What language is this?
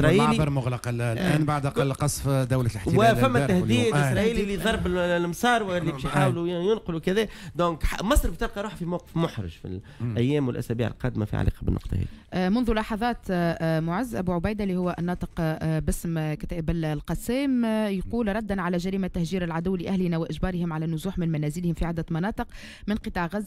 Tunisian Arabic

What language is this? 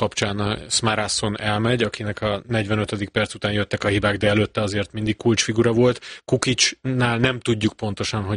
Hungarian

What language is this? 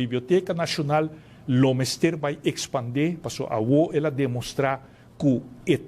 Papiamento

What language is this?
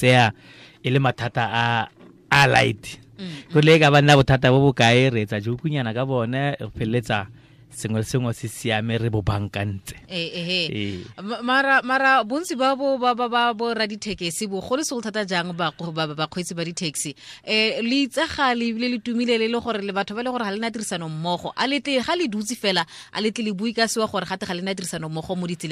Tswana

